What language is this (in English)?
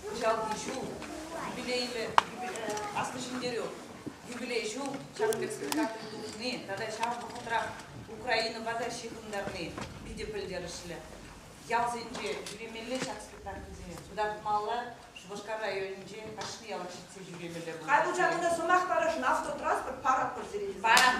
Chuvash